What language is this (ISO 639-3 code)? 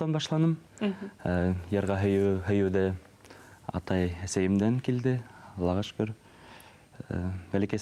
bak